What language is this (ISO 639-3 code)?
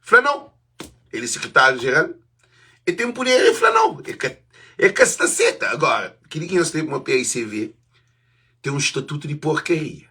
kea